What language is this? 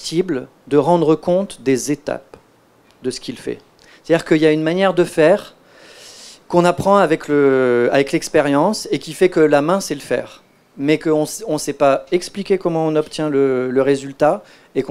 French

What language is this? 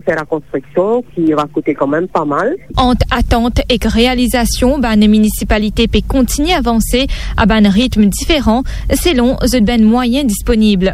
Morisyen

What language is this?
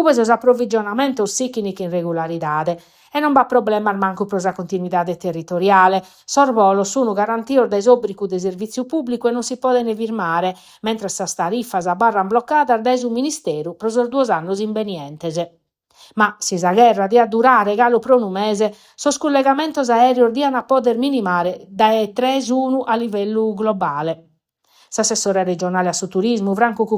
Sardinian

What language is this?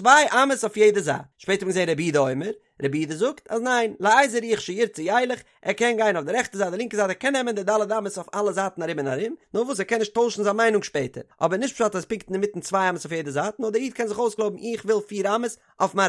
Yiddish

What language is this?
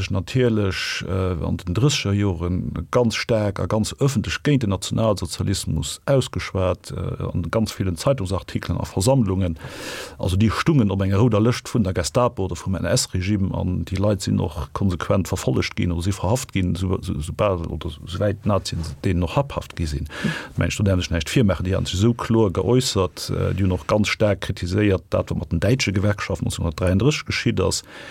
Luxembourgish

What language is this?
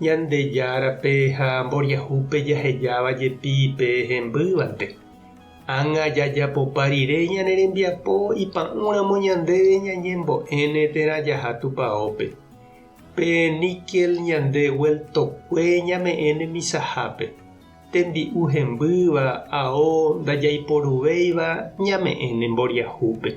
Guarani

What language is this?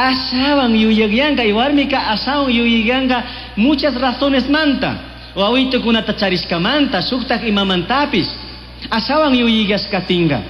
Chimborazo Highland Quichua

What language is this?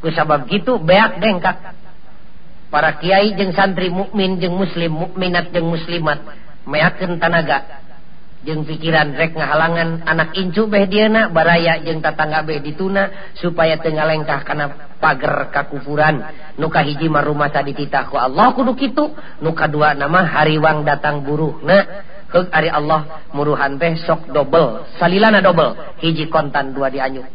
Sundanese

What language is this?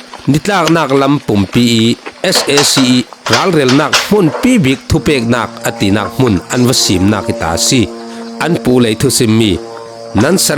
Falam Chin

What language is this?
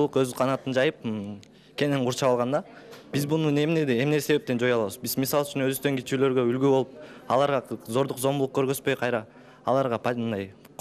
Kyrgyz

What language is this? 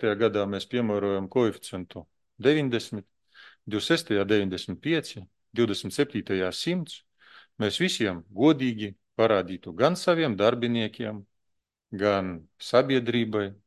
Latvian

